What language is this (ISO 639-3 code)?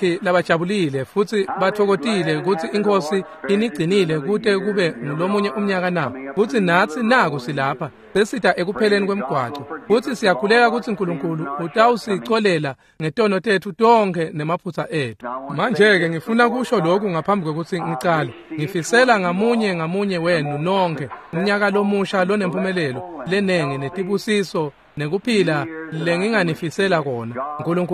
ssw